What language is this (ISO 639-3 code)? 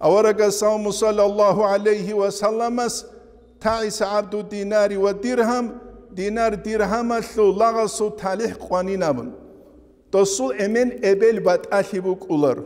ava